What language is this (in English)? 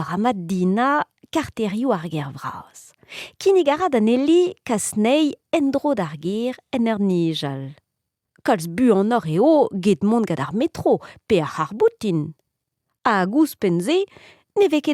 Breton